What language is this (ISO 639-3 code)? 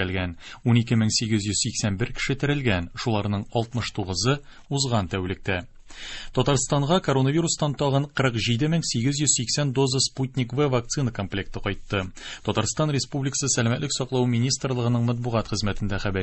tat